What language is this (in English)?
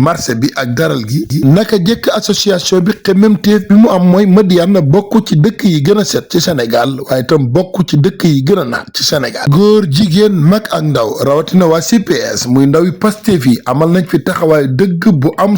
Wolof